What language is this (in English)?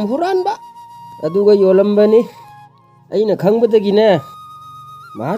Manipuri